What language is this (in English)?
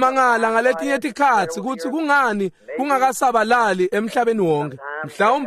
Swati